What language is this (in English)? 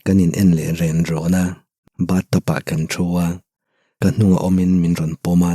Mizo